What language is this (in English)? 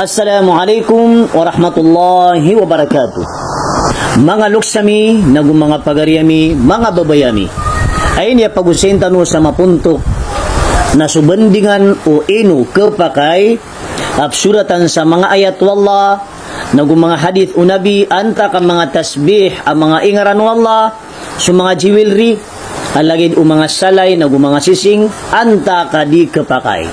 Maranao